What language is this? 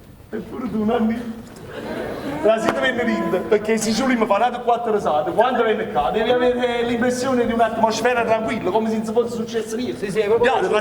Neapolitan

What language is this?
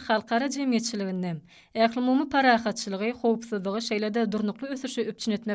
Turkmen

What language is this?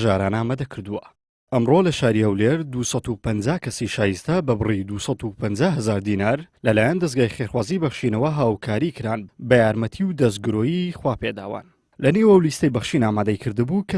Central Kurdish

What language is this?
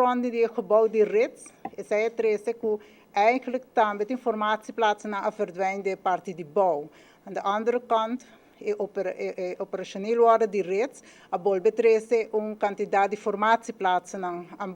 Papiamento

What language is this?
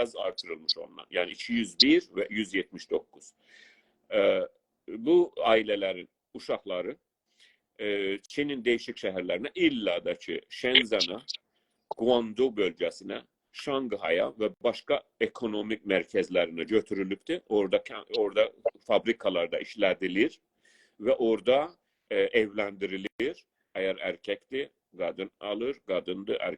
South Azerbaijani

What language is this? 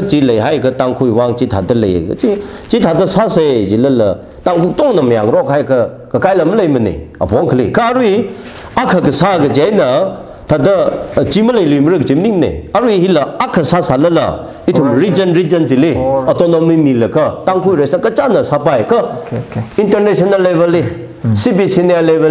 Tangkhul Naga (India)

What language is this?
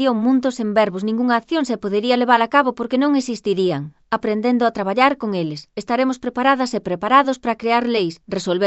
Galician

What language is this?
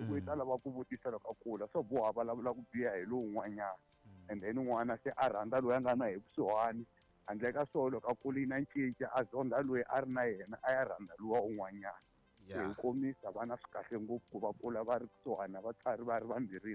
Tsonga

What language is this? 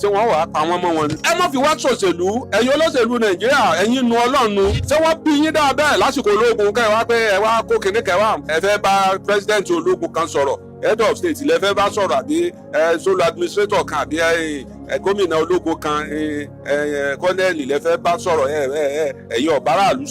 Yoruba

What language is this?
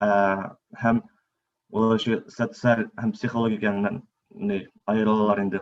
Bashkir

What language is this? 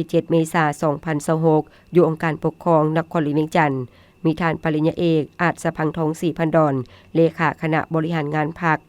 Lao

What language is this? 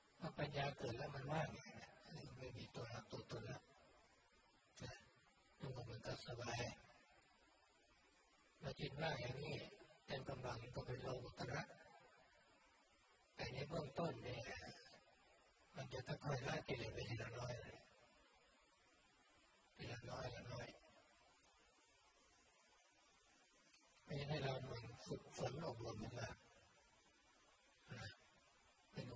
Thai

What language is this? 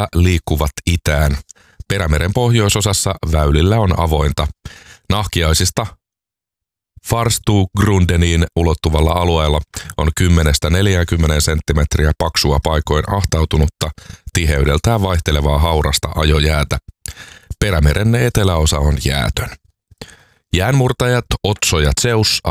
Finnish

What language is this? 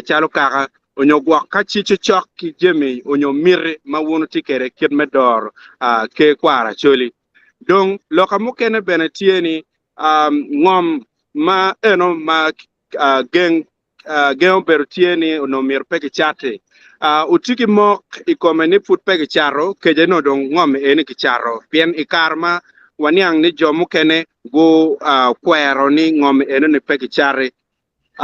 Acoli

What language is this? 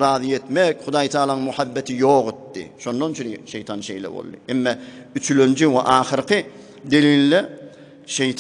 Turkmen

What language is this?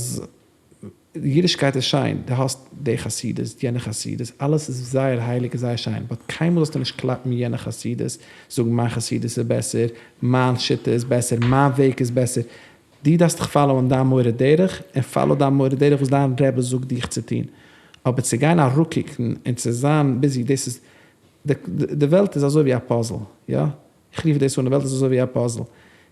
Yiddish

